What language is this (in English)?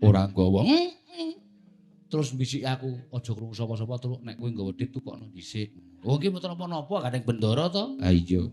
Javanese